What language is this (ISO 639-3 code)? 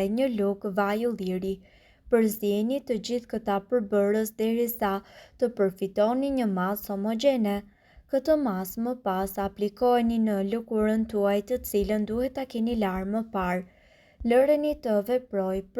sqi